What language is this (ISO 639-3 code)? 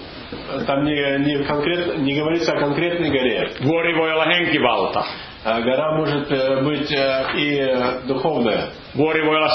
fin